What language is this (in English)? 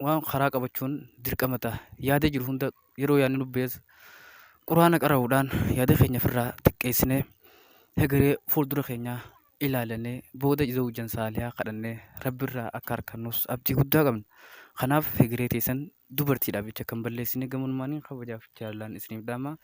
Oromo